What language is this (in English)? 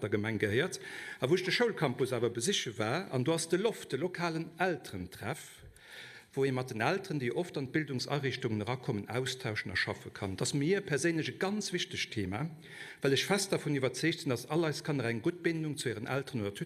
Luxembourgish